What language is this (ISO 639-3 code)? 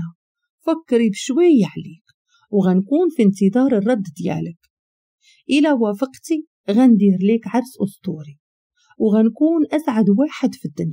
ary